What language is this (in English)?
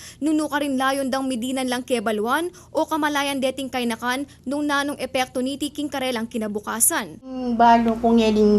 Pampanga